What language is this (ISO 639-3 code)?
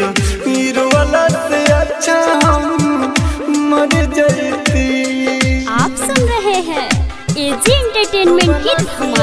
bho